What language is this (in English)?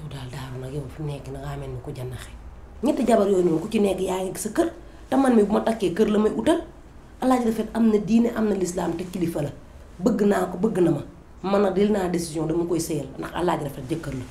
Wolof